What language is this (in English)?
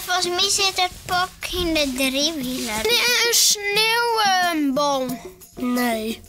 Western Frisian